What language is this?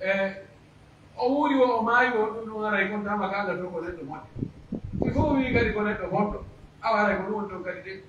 Pular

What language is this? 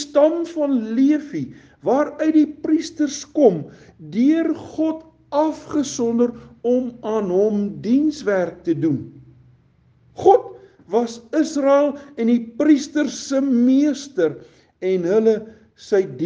Afrikaans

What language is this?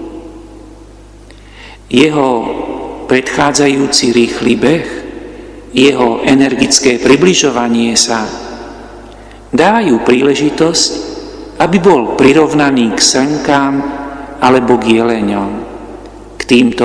Slovak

